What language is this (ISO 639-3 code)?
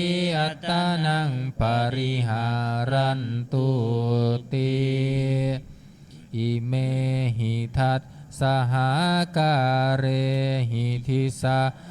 pli